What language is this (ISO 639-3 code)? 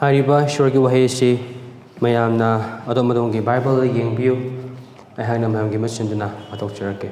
mni